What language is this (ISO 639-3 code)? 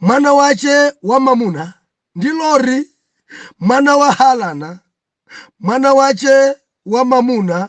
nya